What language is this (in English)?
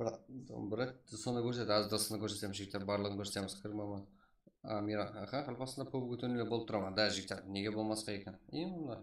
Kara-Kalpak